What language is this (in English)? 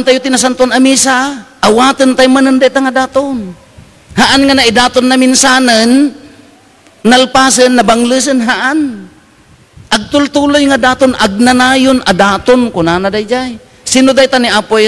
Iloko